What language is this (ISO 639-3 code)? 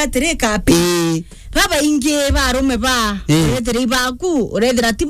mer